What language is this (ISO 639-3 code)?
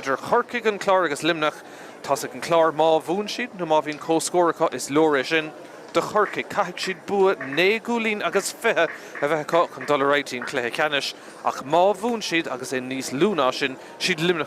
gle